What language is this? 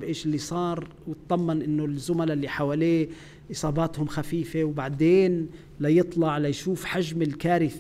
North Levantine Arabic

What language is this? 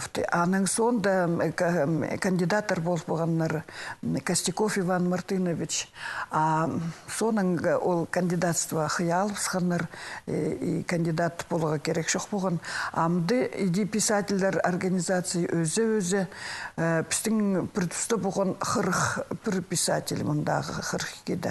Khakas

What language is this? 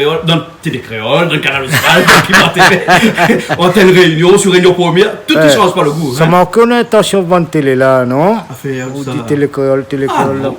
Réunion Creole French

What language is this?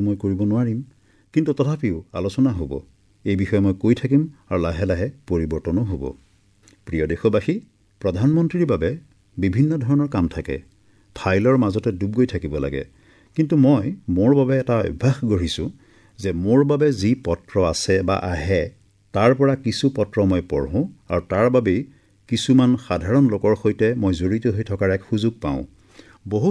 Assamese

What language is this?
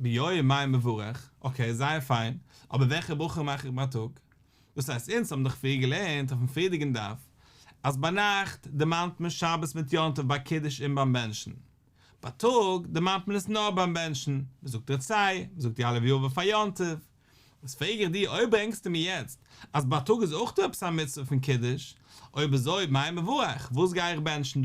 Yiddish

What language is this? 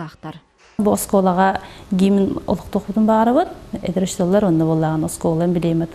Yakut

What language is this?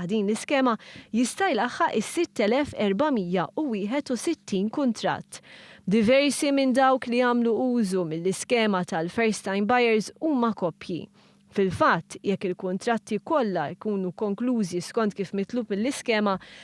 Maltese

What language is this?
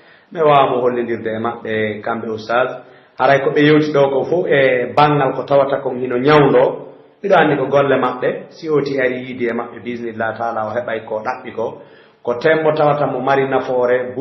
Pular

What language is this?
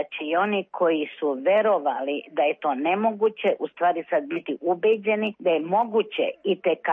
Serbian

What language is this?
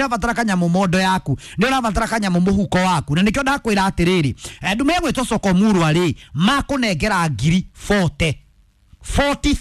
Kikuyu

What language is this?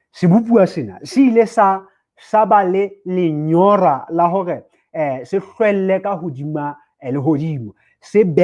Southern Sotho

